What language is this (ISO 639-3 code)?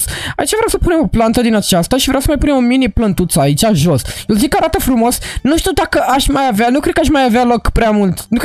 ron